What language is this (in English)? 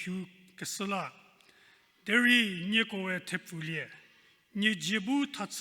Angami Naga